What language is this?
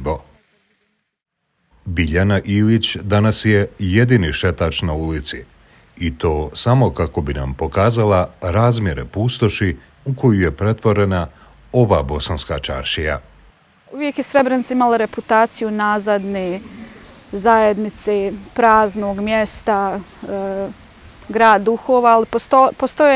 Bosnian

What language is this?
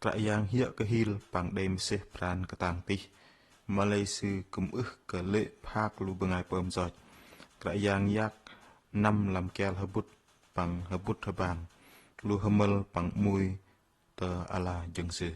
Bahnar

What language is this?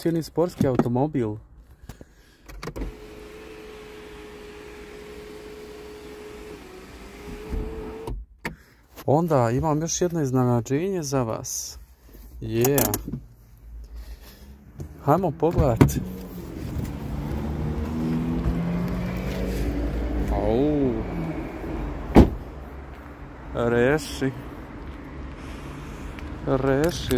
Croatian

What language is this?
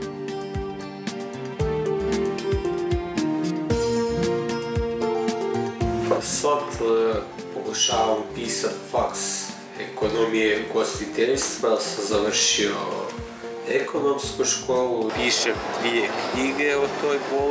Croatian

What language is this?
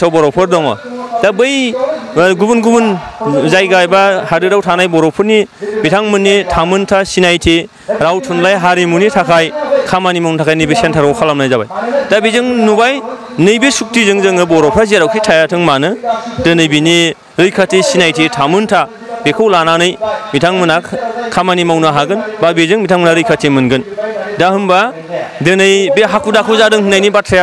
Bodo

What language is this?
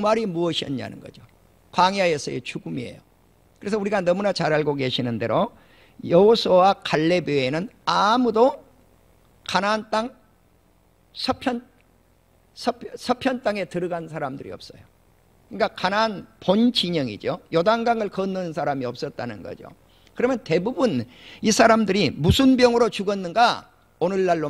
Korean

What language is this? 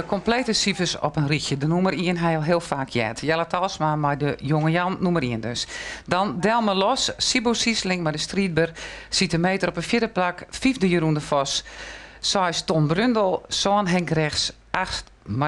Western Frisian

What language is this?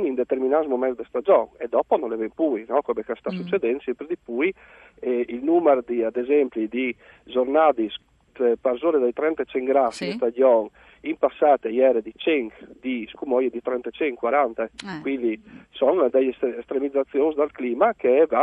Friulian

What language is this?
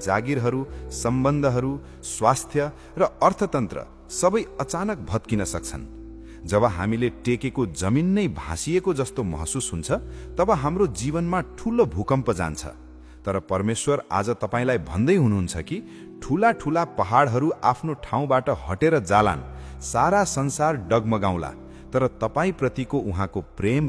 Nepali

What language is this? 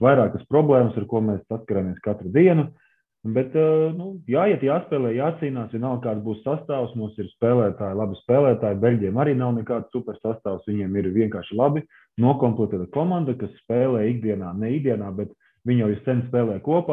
Latvian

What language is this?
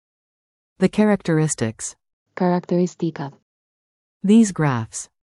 Albanian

